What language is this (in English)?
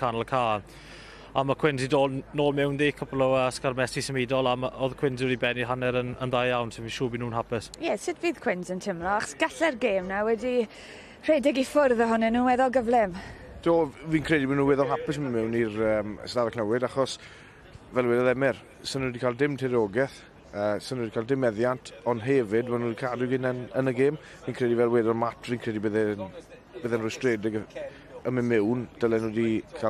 Welsh